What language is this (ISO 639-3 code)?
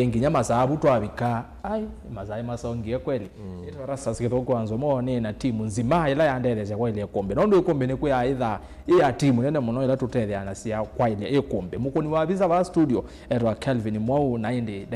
kam